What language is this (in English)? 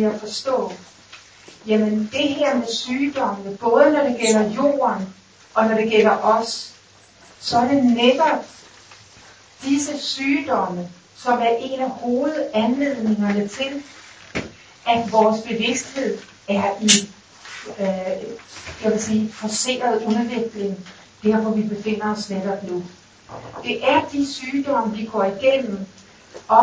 Danish